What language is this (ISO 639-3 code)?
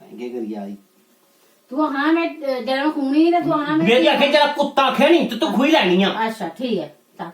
doi